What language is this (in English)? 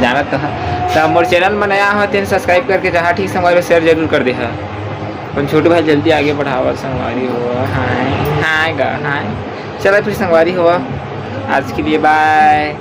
Chhattisgarhi